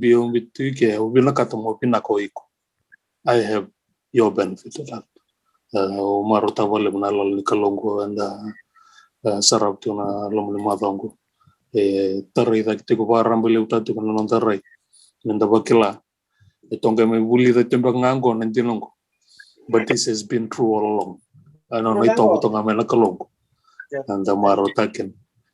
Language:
Fijian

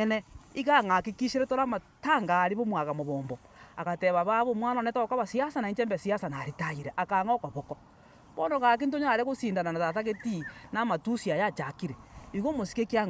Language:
Gusii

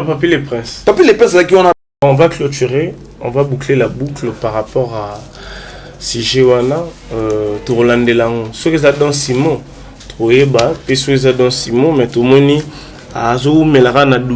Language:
Lingala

